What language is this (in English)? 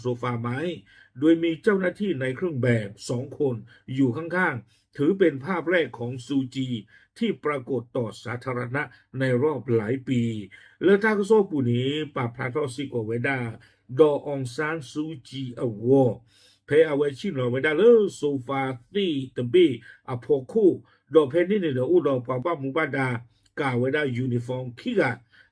S'gaw Karen